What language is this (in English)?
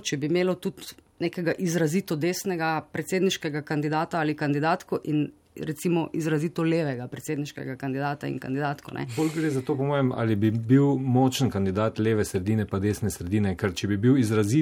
Slovenian